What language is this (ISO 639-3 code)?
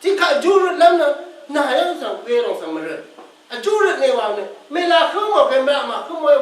raw